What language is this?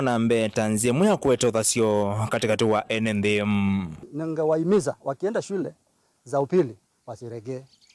Kamba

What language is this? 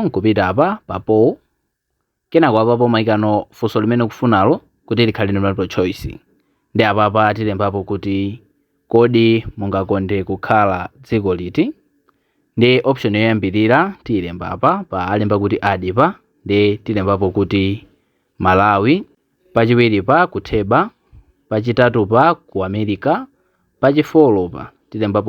Nyanja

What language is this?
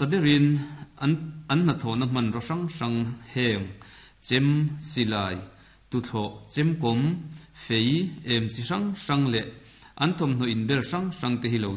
Mizo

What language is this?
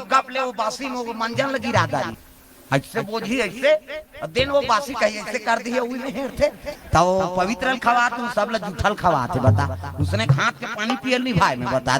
Chhattisgarhi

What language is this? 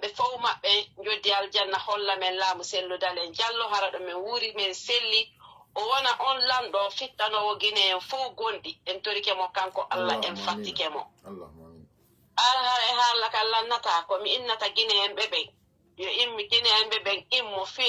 Fula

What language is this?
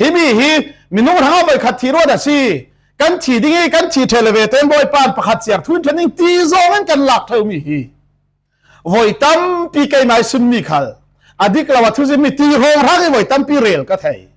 Falam Chin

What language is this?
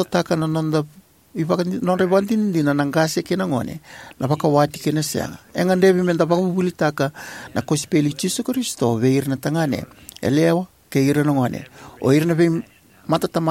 Fijian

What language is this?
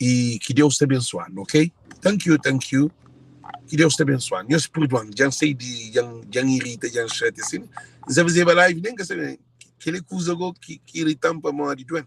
Kabuverdianu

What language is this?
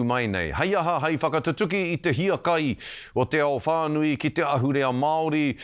Māori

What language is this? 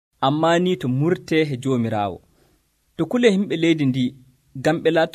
Nigerian Fulfulde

